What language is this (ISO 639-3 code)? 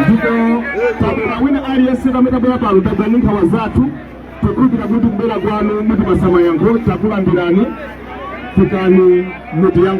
nya